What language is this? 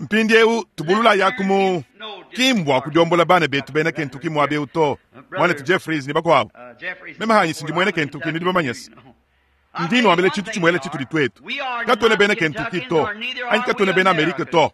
Luba-Lulua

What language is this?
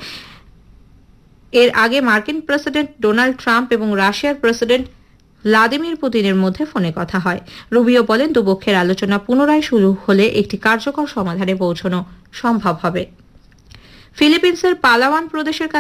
Bangla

